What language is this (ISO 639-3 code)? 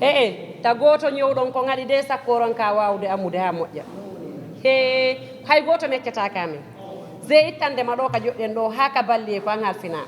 ful